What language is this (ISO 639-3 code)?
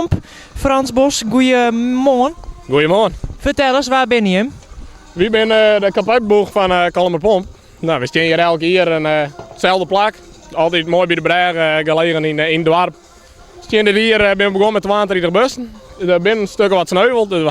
fry